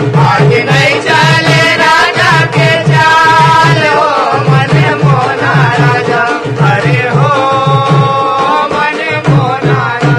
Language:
Chhattisgarhi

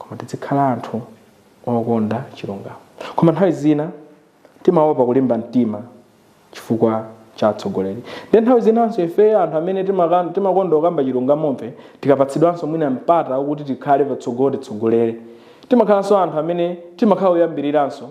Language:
Nyanja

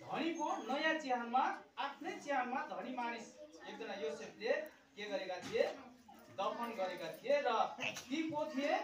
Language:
Nepali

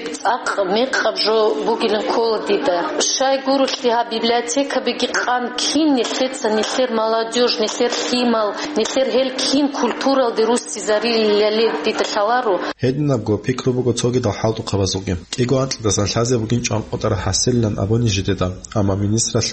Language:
Avaric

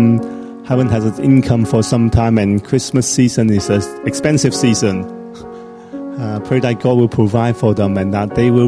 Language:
English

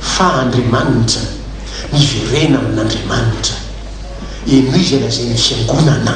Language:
Malagasy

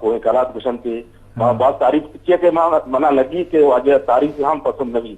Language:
Eastern Balochi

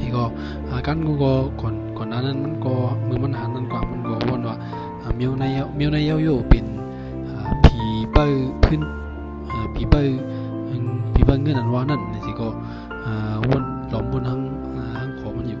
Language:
Shan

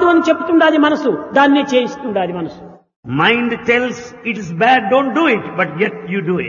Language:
Telugu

